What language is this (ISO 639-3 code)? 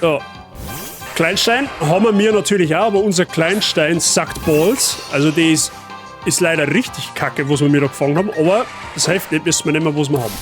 bar